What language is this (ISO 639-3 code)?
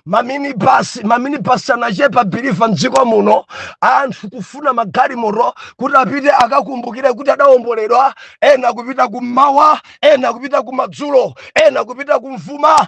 nya